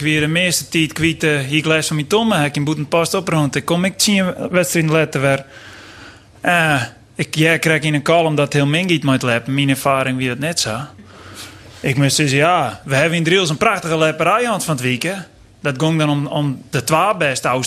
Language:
Western Frisian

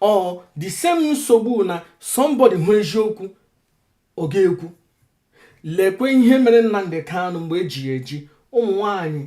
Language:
Igbo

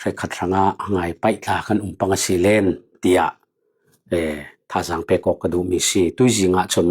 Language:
Falam Chin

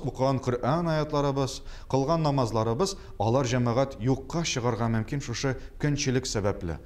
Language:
Tatar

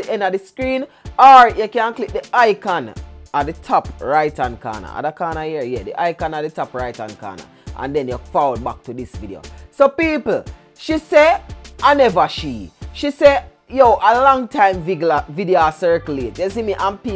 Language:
Jamaican Creole English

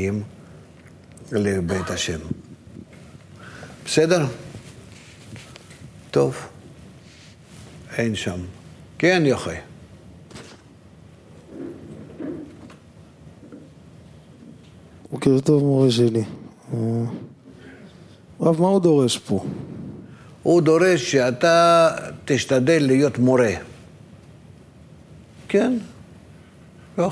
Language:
Hebrew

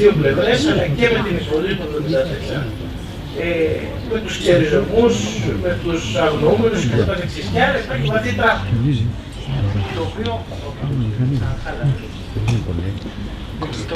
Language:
Greek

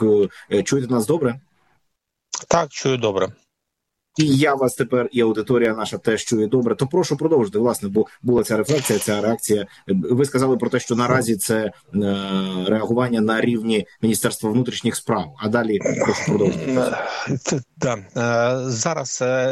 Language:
Ukrainian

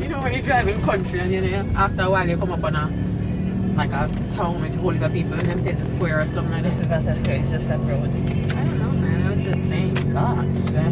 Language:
Jamaican Creole English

